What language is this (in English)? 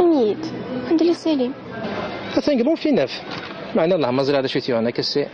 Kabyle